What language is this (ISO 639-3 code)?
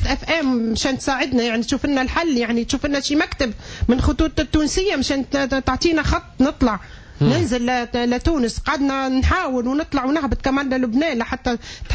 aeb